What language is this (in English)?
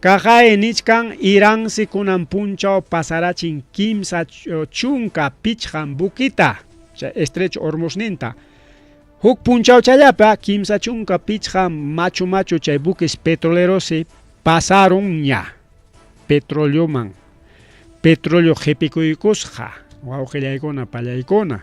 Ayacucho Quechua